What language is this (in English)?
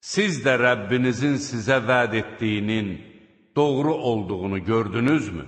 Azerbaijani